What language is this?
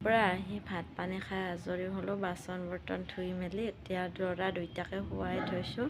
Assamese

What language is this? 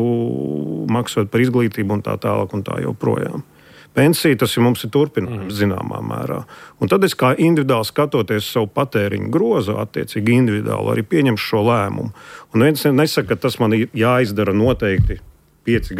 Latvian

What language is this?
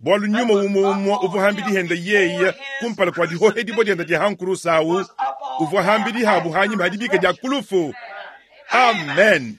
Luba-Lulua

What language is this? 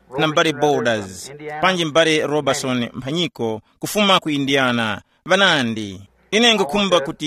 Tumbuka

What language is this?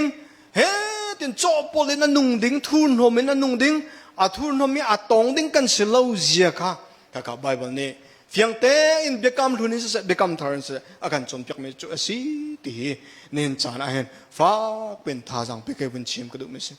Hakha Chin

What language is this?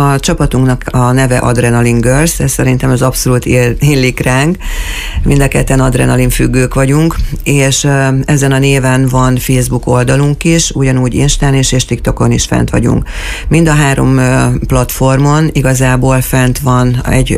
Hungarian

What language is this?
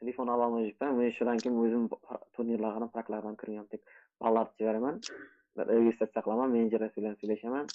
Kara-Kalpak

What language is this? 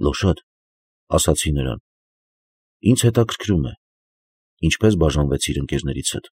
Armenian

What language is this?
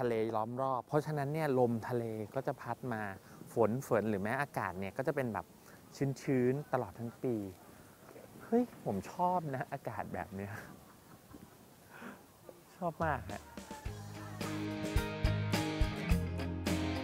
Thai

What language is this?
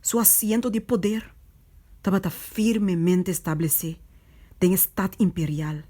Papiamento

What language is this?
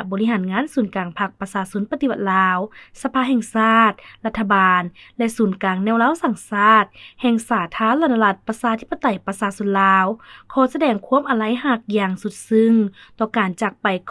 Lao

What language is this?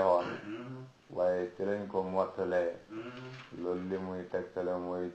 Wolof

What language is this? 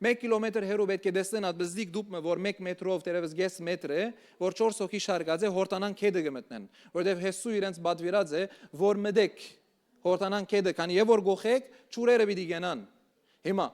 Western Armenian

